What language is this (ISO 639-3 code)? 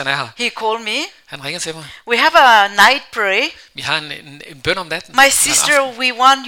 dan